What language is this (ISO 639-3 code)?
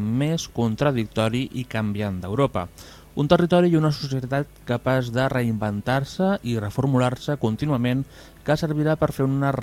cat